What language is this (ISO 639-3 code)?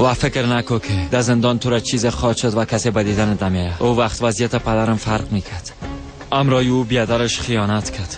fas